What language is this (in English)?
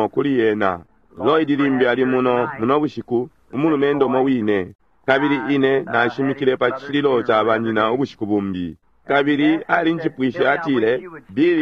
Bemba